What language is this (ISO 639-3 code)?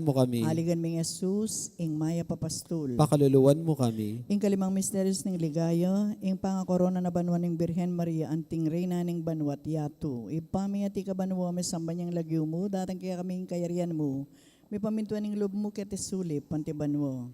pam